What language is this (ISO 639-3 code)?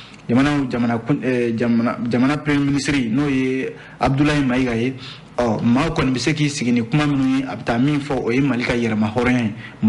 bam